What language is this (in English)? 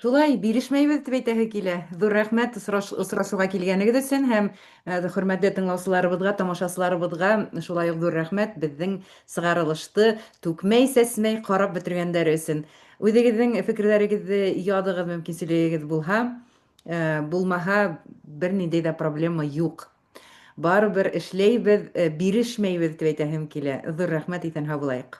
Bashkir